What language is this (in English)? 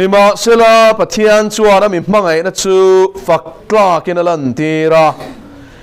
Mizo